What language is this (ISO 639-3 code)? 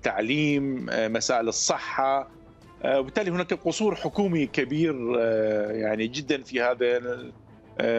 acm